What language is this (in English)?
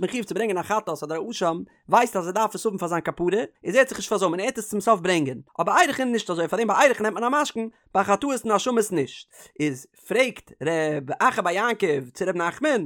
Yiddish